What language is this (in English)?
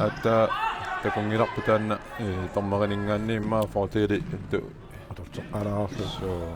Kalaallisut